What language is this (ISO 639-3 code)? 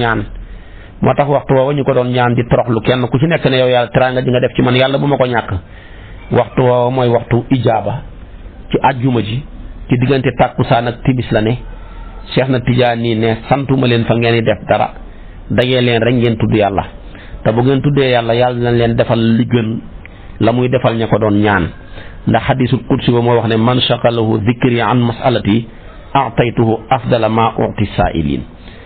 wol